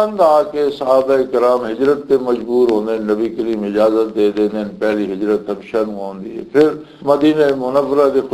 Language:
Western Panjabi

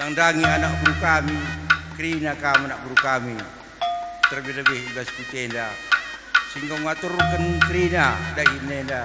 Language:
Batak Karo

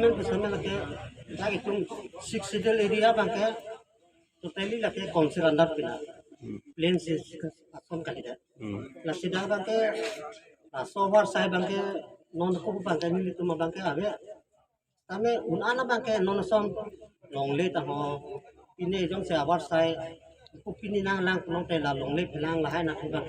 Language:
Karbi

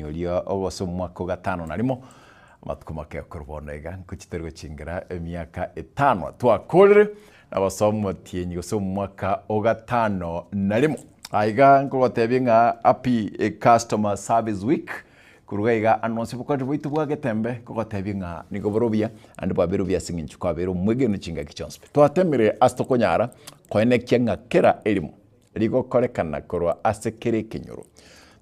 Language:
Gusii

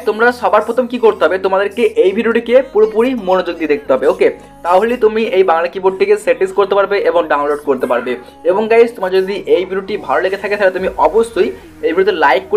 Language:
Bangla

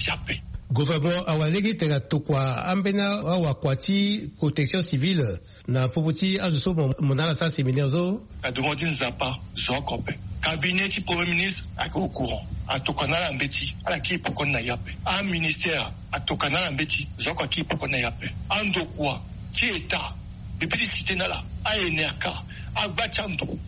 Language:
Sango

